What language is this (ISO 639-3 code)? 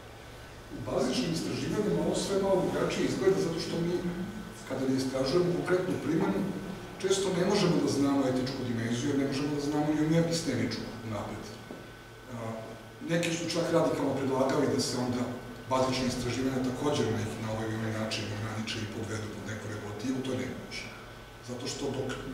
srp